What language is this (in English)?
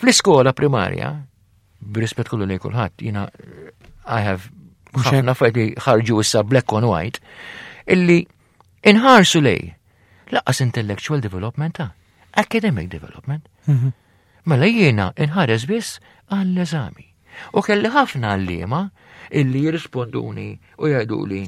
Maltese